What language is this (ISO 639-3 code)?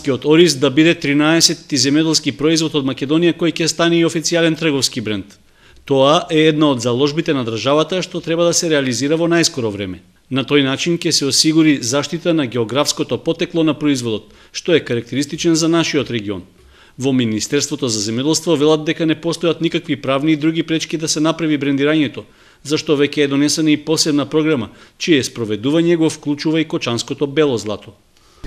mkd